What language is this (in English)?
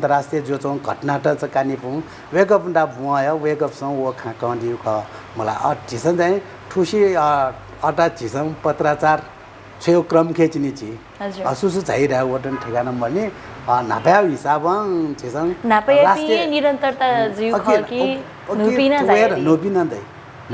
Newari